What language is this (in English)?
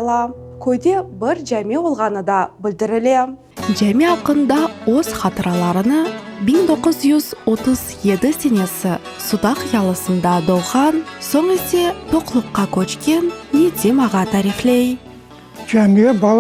Crimean Tatar